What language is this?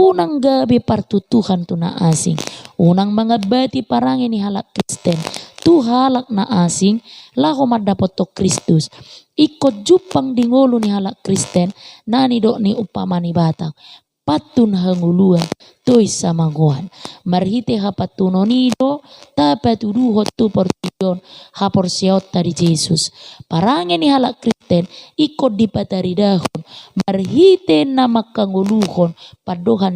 Batak Toba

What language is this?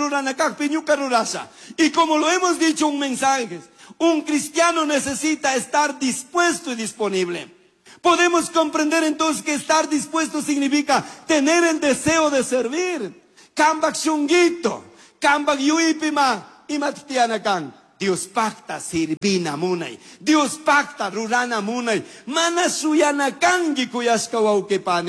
Chimborazo Highland Quichua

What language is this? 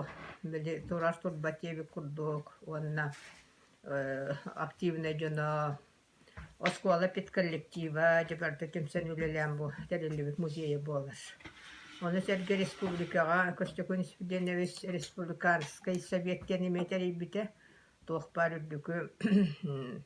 Yakut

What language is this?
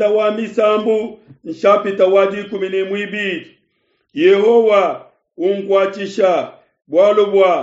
Luba-Lulua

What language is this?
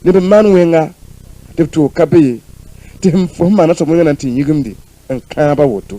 Mossi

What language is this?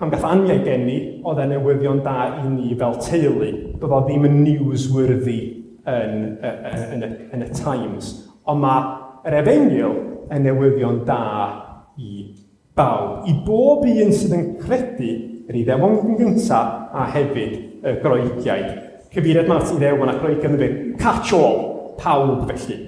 Welsh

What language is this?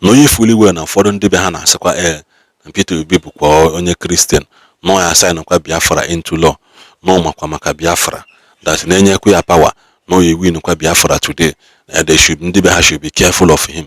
Igbo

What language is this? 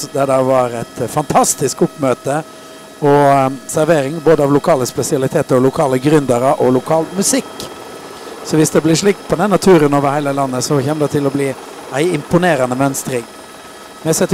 Norwegian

